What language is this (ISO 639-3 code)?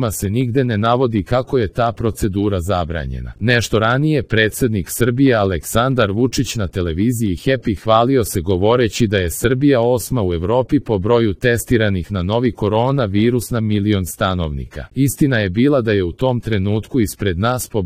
srp